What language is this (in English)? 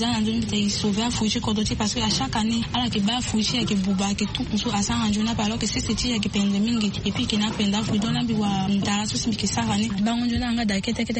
Sango